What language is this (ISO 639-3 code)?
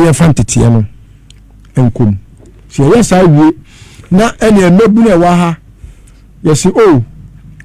aka